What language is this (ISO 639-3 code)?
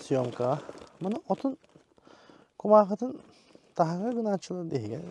sah